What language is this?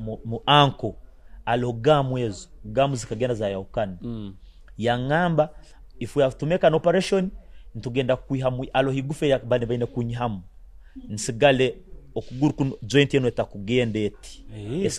Nyoro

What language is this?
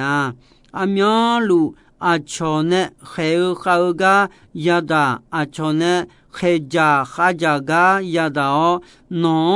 Akha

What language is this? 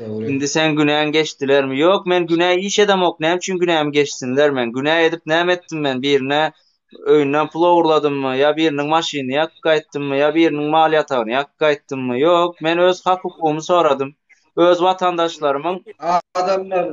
Turkmen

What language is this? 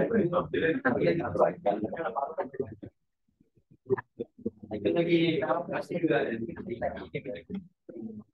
Malay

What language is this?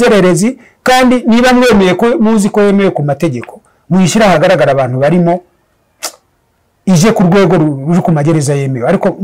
Kinyarwanda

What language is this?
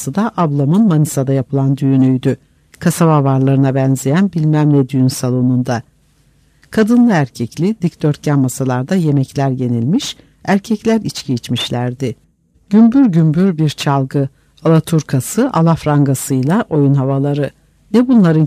Turkish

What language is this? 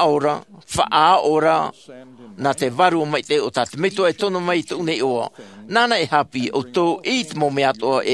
Tahitian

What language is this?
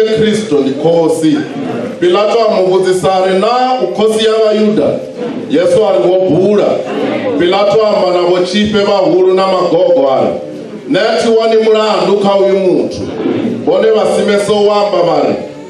Venda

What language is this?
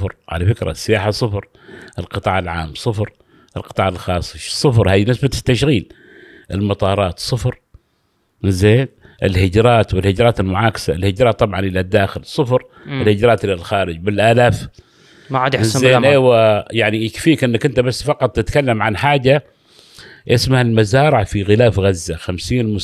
Gulf Arabic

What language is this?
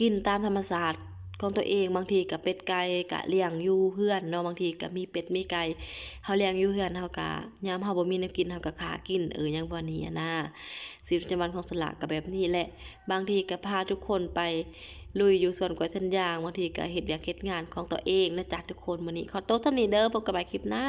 Lao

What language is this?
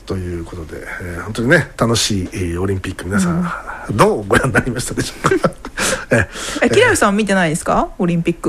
Japanese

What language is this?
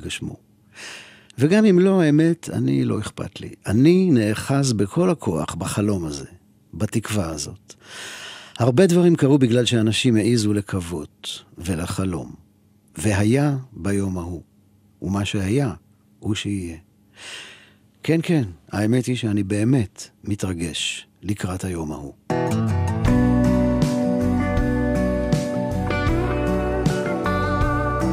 Hebrew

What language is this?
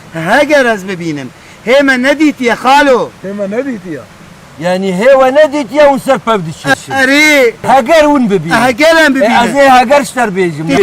Kurdish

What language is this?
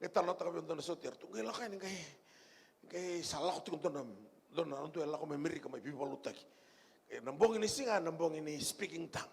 Fijian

